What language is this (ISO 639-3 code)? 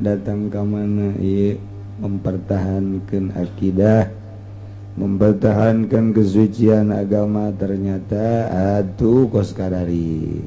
sun